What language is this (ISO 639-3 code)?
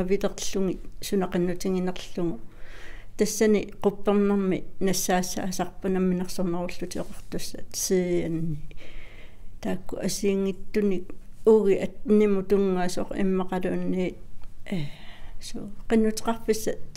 kal